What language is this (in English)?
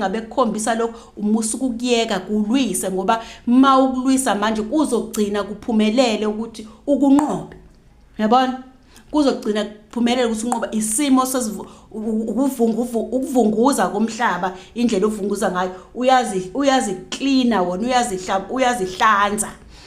Zulu